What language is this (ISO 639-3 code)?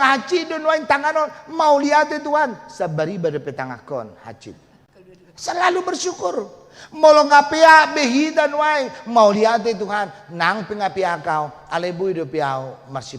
bbc